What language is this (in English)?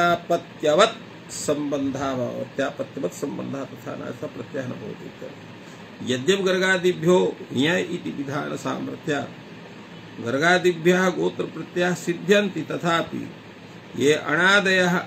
Sanskrit